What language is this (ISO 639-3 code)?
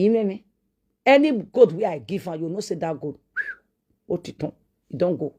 pcm